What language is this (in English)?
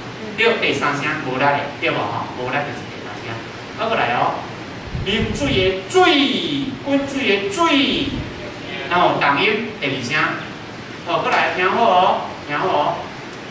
Min Nan Chinese